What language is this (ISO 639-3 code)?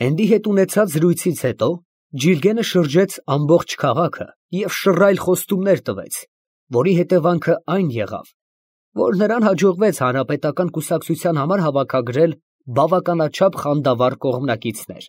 hye